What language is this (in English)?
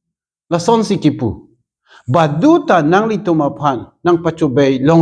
Karbi